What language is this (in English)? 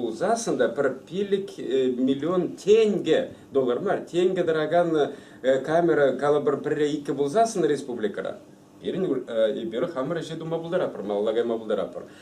Chuvash